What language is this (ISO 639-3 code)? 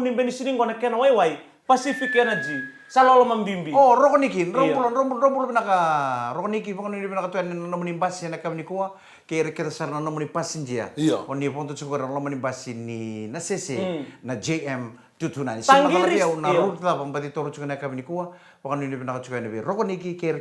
fij